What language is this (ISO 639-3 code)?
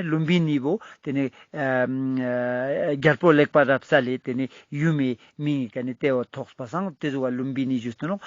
lbj